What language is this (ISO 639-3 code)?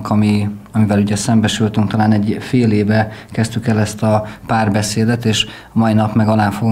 hun